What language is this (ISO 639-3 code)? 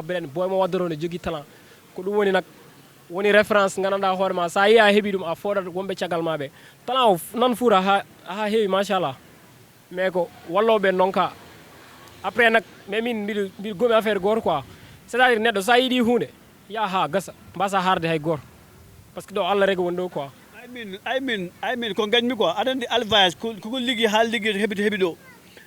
ful